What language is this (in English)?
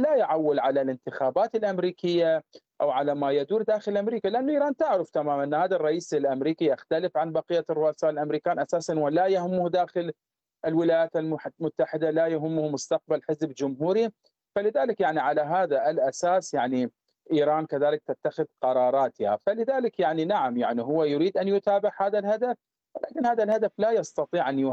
Arabic